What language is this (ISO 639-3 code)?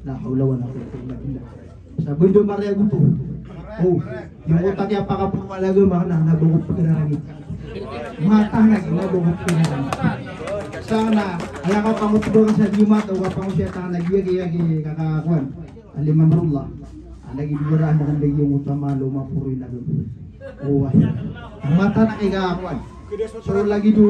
mrw